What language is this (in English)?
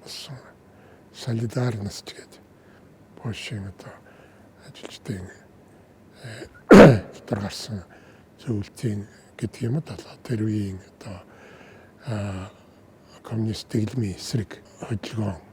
Mongolian